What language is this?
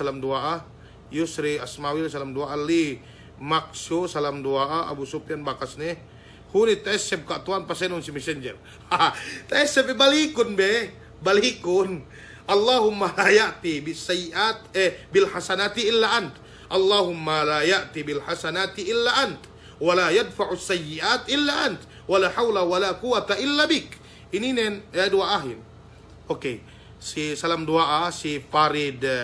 Yakan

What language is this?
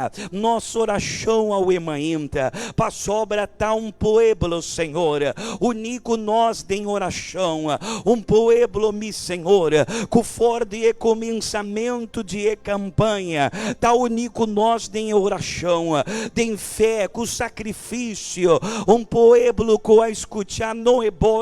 Papiamento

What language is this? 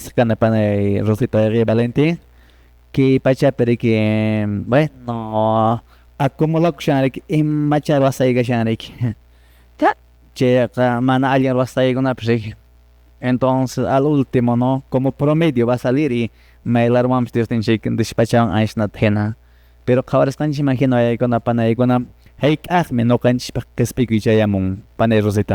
Quechua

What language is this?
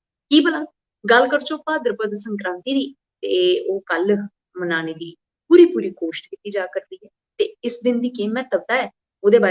Dogri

